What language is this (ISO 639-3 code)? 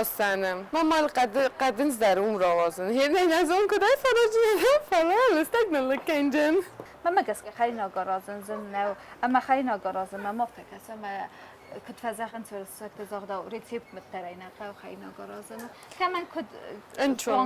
oss